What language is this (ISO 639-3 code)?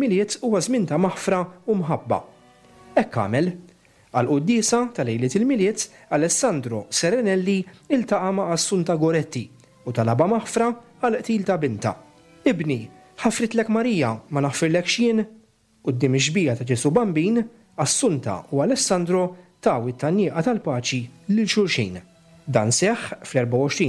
mlt